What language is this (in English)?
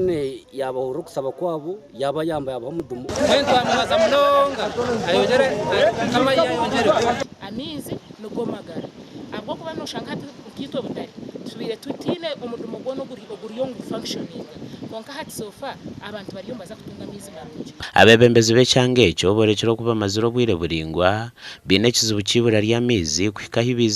Nyankole